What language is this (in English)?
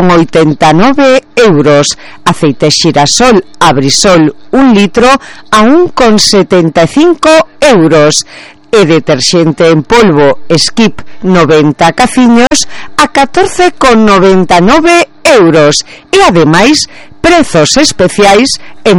Galician